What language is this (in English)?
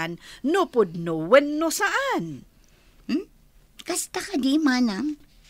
Iloko